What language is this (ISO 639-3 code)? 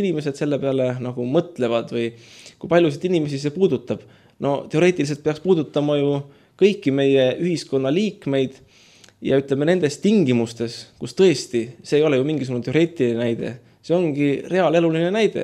est